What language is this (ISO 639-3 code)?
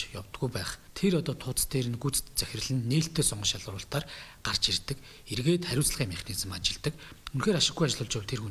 mon